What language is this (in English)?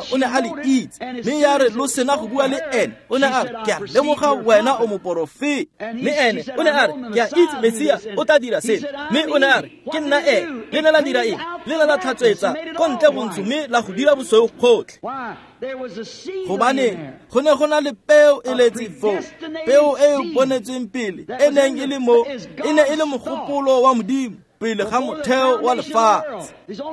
Tswana